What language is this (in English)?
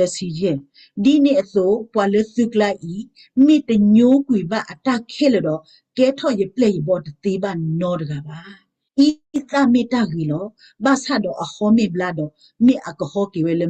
S'gaw Karen